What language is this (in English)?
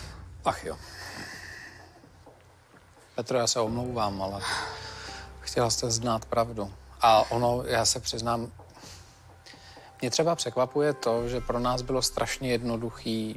Czech